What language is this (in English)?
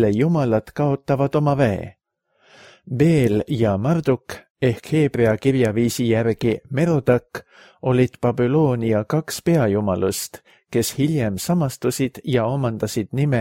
Estonian